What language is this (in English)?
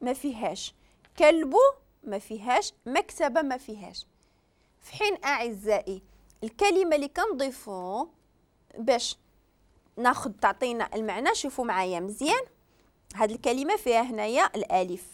Moroccan Arabic